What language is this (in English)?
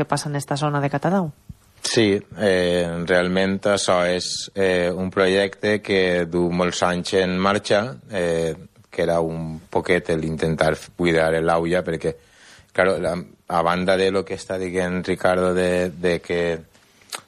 Catalan